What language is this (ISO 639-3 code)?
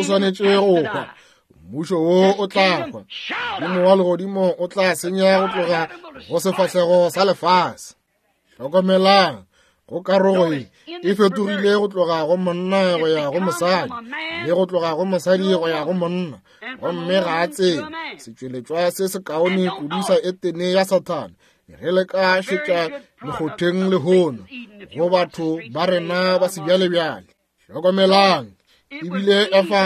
nso